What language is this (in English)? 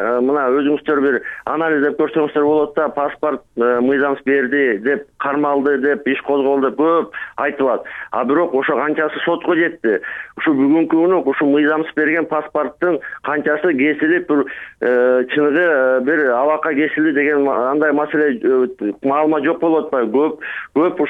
Kyrgyz